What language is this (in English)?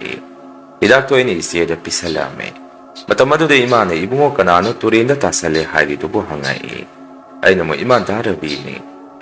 Manipuri